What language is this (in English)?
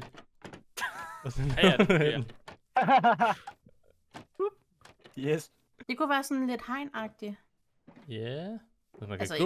Danish